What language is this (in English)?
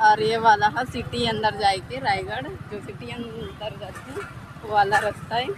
Chhattisgarhi